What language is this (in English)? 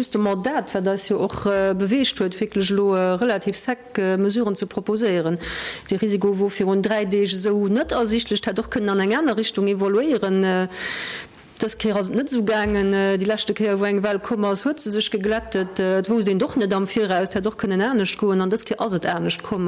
Luxembourgish